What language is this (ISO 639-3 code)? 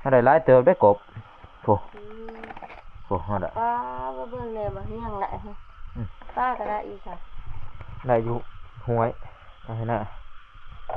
lao